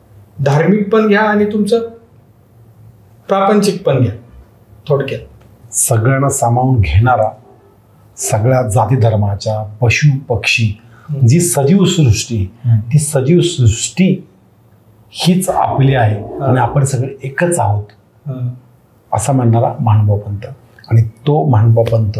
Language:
Marathi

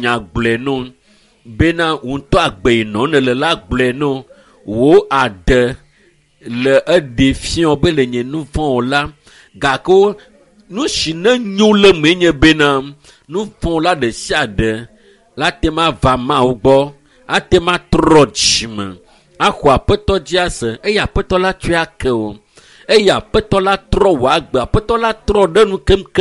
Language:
Ewe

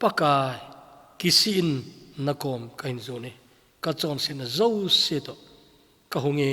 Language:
Thado Chin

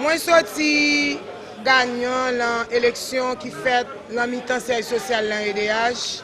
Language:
Haitian Creole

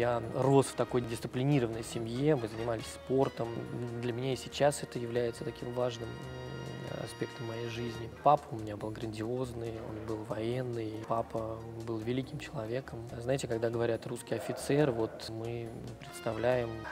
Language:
Russian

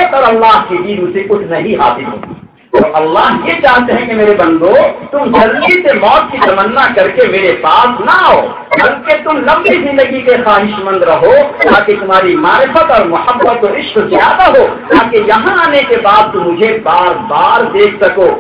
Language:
Urdu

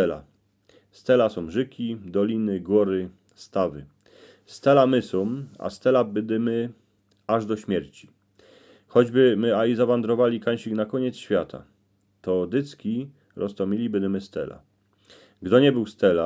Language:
Silesian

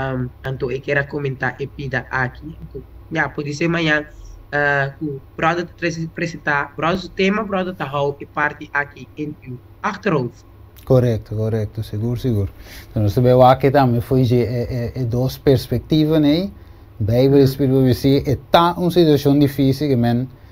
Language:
Papiamento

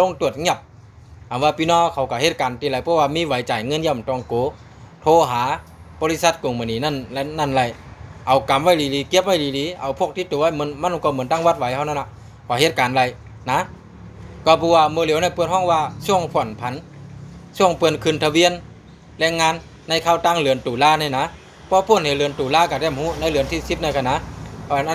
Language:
Shan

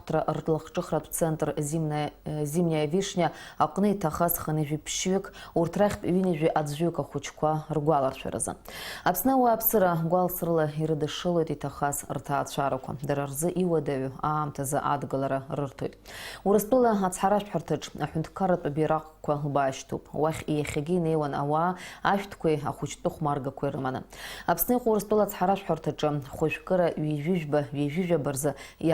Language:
Abkhazian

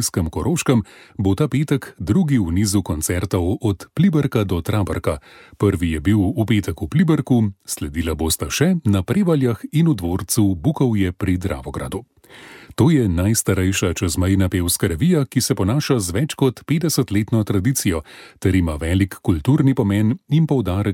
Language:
Slovenian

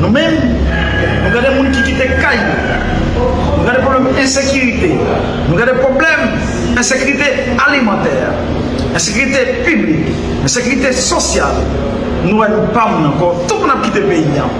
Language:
Haitian Creole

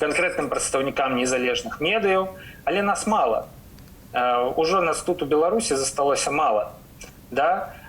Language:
Belarusian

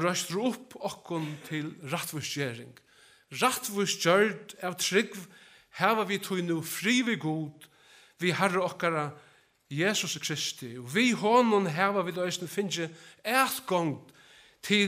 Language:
Faroese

